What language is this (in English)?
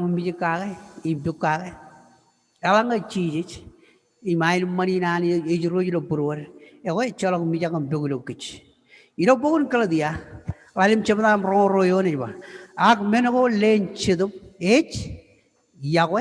Marshallese